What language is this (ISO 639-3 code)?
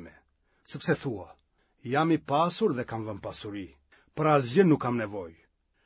sqi